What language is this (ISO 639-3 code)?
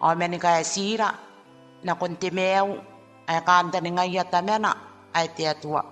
gil